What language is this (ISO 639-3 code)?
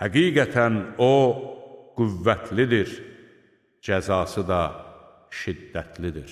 aze